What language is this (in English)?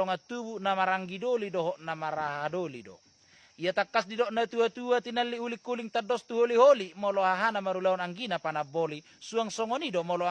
Batak Toba